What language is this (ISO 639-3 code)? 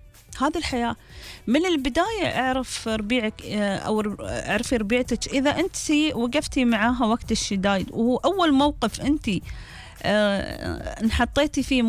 afb